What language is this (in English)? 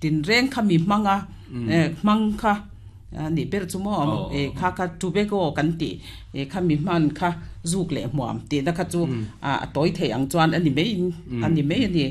Mizo